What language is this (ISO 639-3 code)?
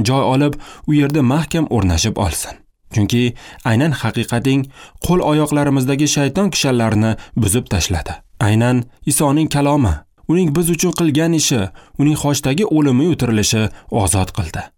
uzb